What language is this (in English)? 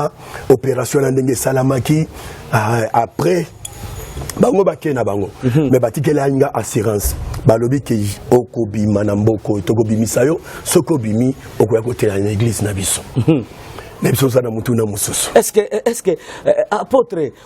Lingala